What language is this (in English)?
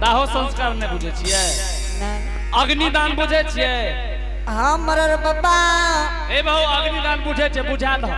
Angika